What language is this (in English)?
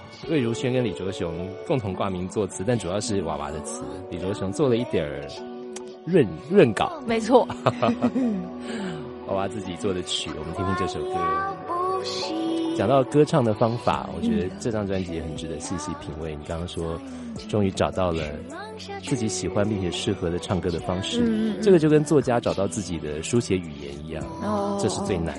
Chinese